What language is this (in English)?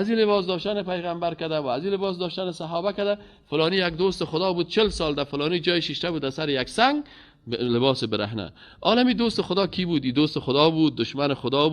Persian